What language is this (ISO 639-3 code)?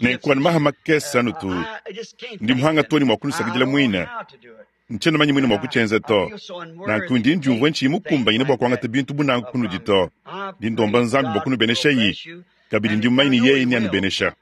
lua